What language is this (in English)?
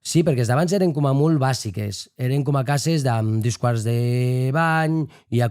Occitan